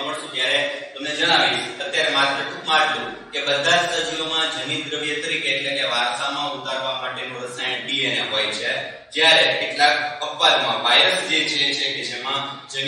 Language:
Gujarati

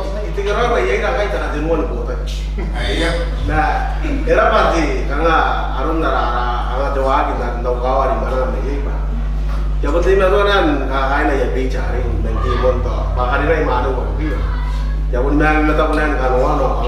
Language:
Gilbertese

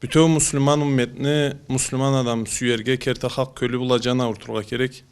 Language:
Karachay-Balkar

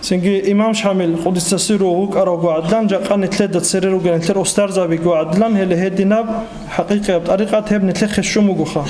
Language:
Avaric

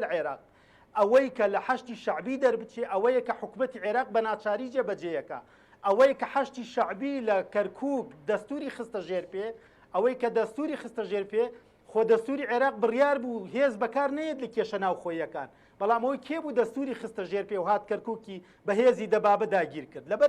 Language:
Central Kurdish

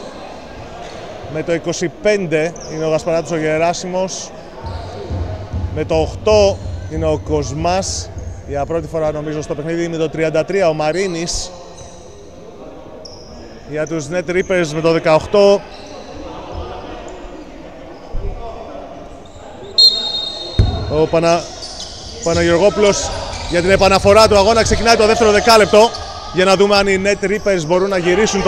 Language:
Greek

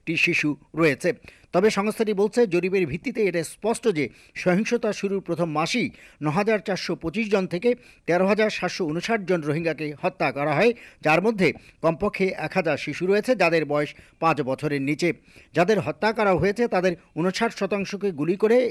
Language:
Bangla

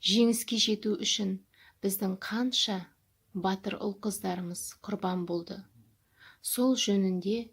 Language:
Kazakh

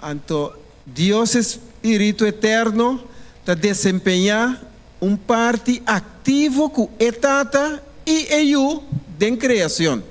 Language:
Papiamento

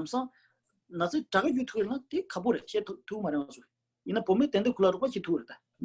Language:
Tibetan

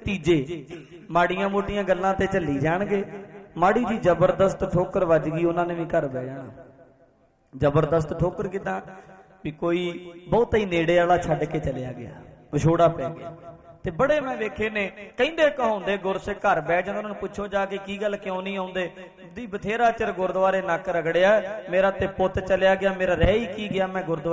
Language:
Punjabi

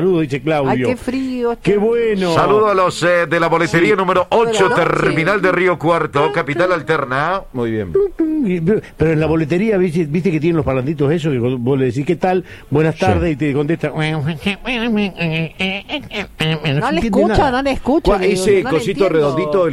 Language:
Spanish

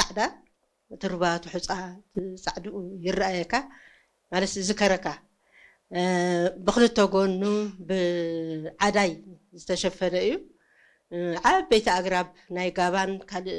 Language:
Tigrinya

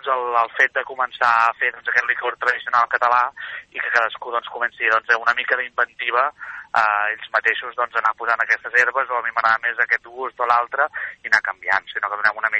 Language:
Catalan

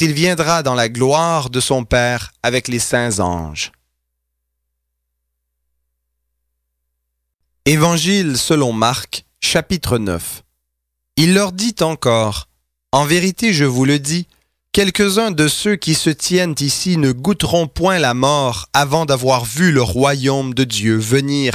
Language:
French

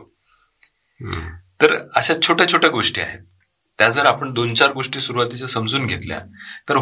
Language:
Marathi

